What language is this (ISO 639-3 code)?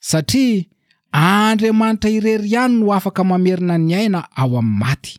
mlg